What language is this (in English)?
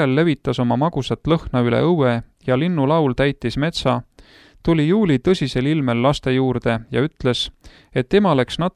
Estonian